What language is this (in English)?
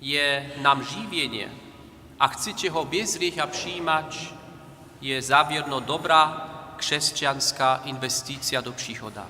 Upper Sorbian